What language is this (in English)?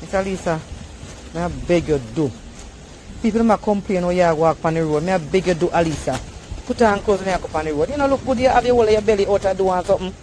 Jamaican Creole English